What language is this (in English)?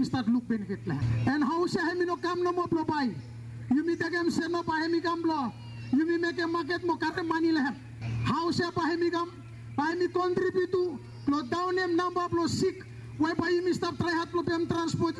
Bislama